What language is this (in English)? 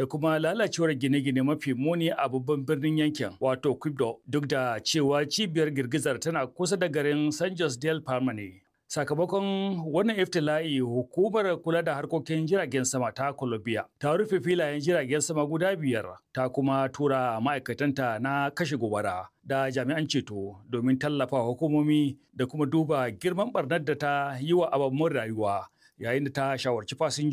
Hausa